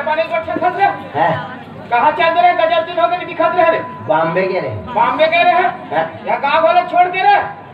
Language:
Chhattisgarhi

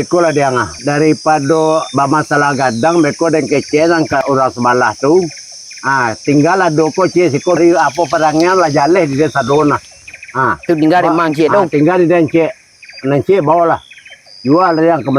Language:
Minangkabau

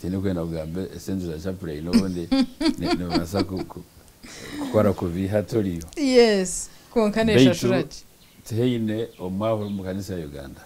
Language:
Nyankole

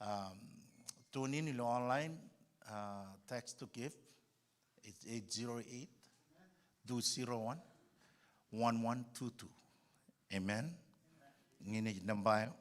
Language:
Marshallese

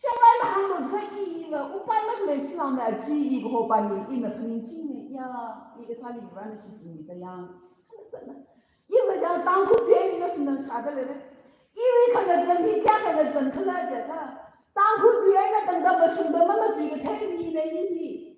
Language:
Tangkhul Naga (India)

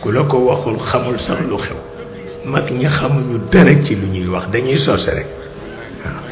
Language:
Wolof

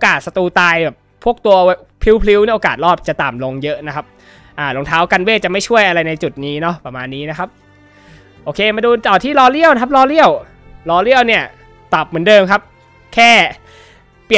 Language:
Thai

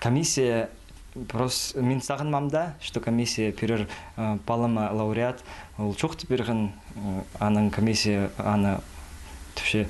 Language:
Khakas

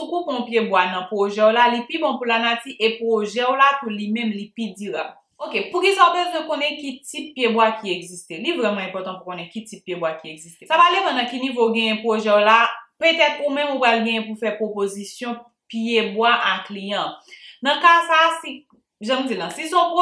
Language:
Haitian Creole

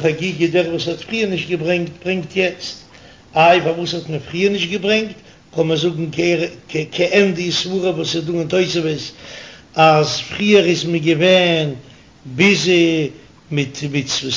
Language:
Yiddish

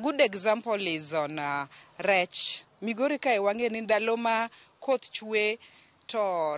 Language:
Luo (Kenya and Tanzania)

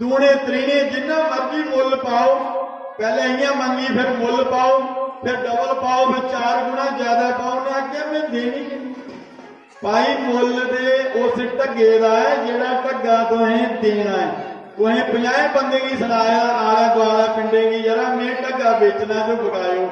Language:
Dogri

